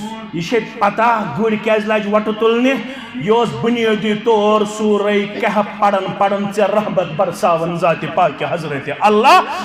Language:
Kashmiri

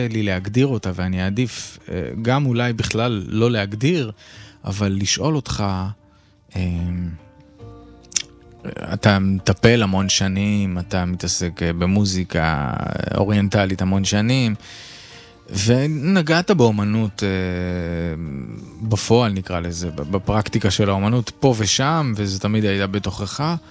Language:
Hebrew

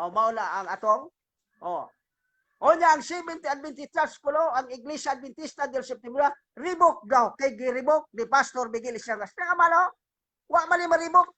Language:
Cebuano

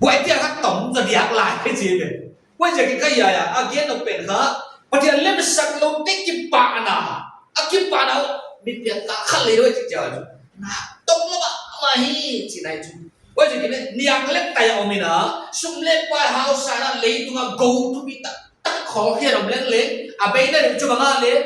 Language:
Paite Chin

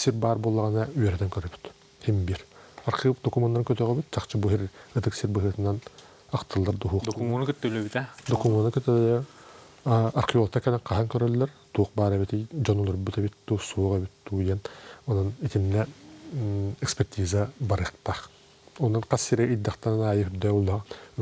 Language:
Yakut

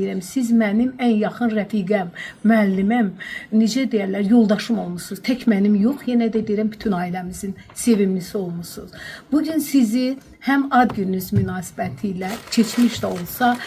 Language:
Azerbaijani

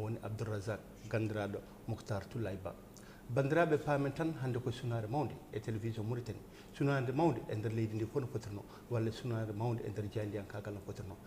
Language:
Fula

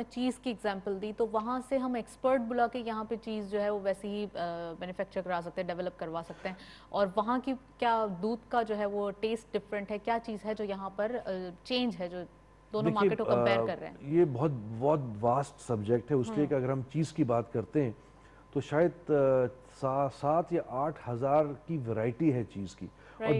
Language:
Urdu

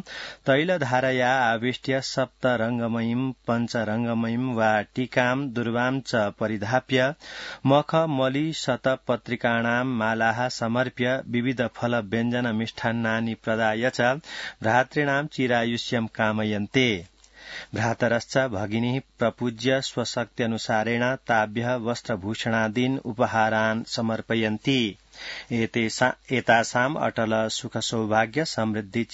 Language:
Sanskrit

